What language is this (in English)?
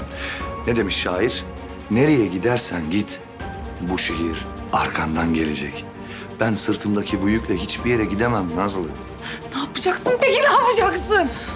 Turkish